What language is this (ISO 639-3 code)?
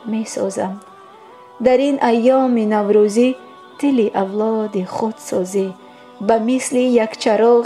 tgk